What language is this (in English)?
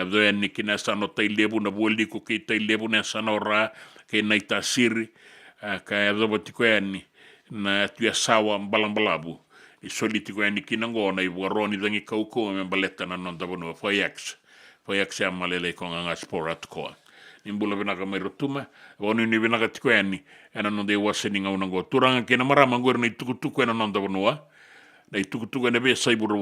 Fijian